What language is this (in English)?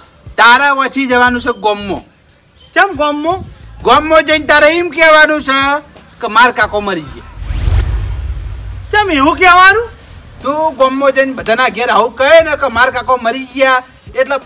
Gujarati